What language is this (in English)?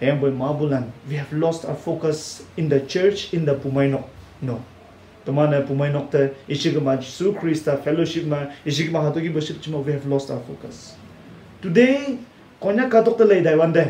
Konyak Naga